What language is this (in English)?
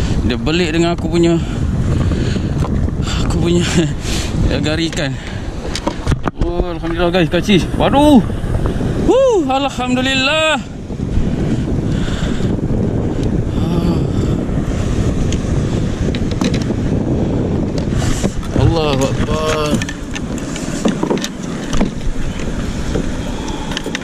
Malay